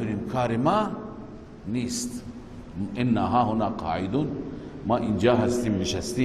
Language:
Persian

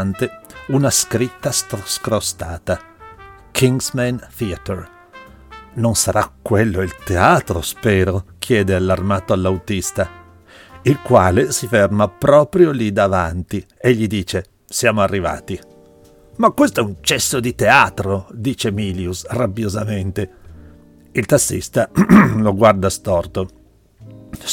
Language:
Italian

